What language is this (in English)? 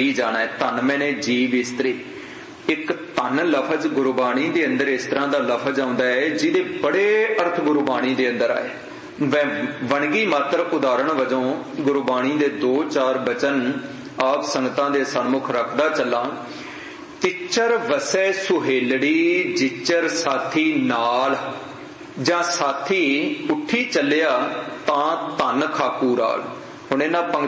Punjabi